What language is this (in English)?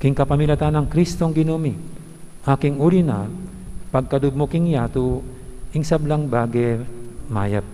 Pampanga